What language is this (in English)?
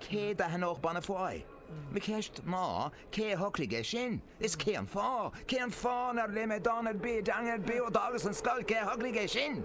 Irish